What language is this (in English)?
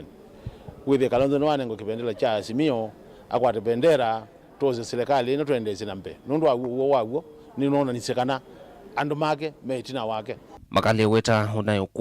Kamba